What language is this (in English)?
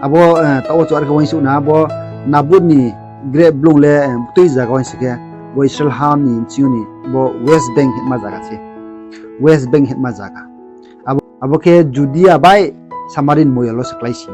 Riang (India)